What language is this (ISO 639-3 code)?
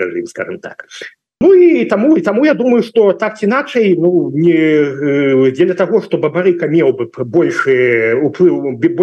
bel